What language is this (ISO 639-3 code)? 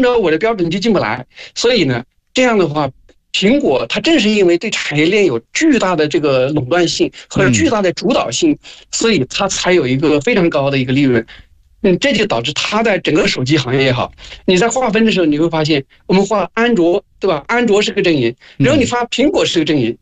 zho